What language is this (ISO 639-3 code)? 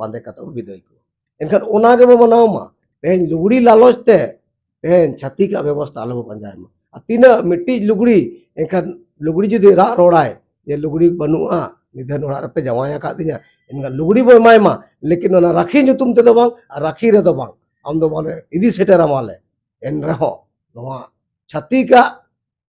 sat